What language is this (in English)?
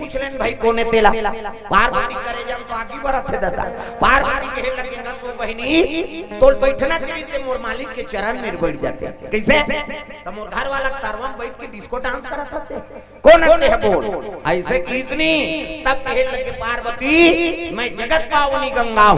Chhattisgarhi